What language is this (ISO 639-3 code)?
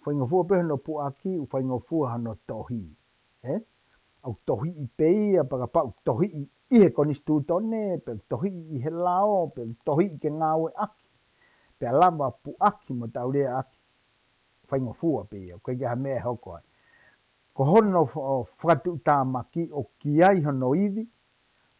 ton